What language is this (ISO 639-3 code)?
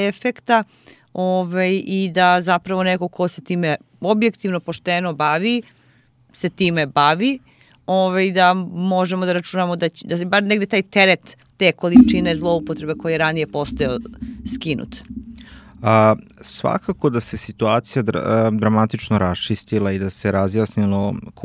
srp